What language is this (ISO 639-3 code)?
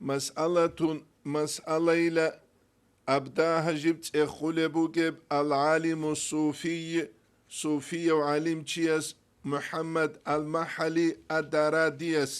ava